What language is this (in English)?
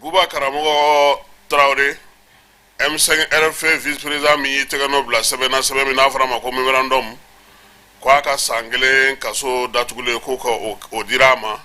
Bambara